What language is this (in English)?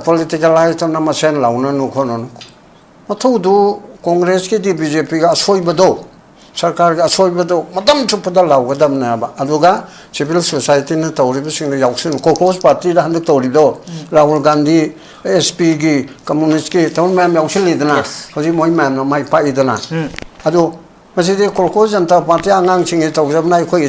Manipuri